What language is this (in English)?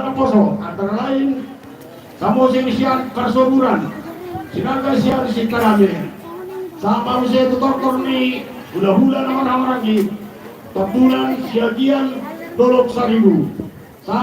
Batak Toba